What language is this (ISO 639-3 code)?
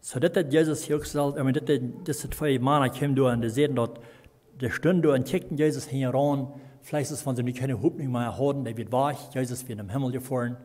pdt